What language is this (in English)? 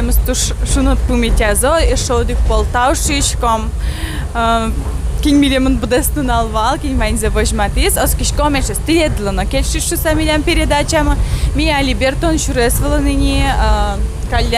Udmurt